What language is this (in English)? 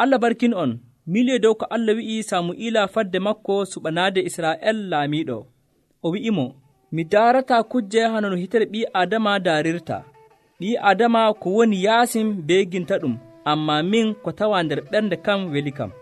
Nigerian Fulfulde